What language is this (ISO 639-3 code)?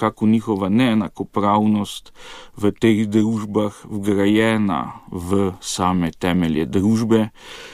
slv